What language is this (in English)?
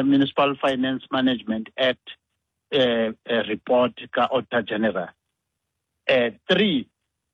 Xhosa